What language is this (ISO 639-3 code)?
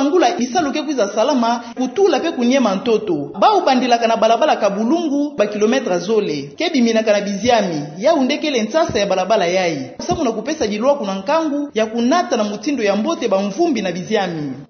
ktu